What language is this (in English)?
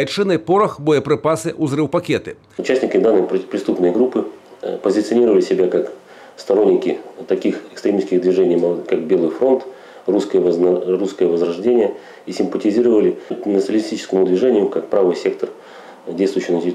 Belarusian